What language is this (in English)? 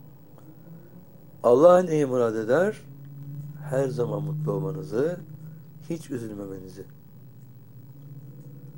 Turkish